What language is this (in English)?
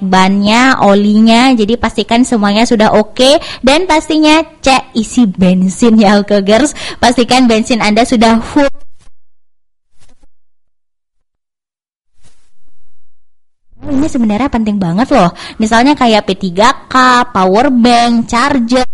Indonesian